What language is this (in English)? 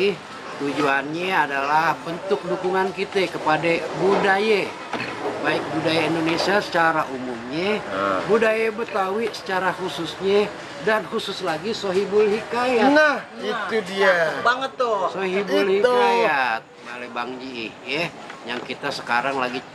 Betawi